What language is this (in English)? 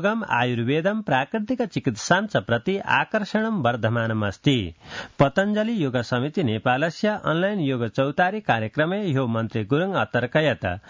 Sanskrit